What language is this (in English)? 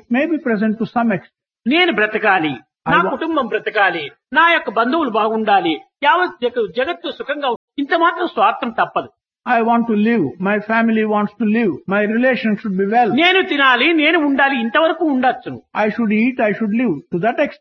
Telugu